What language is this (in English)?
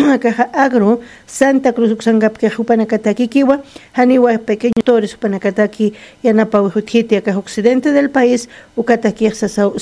Aymara